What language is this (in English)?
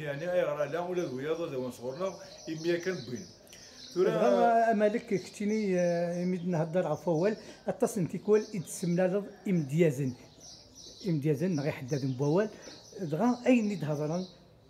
Kabyle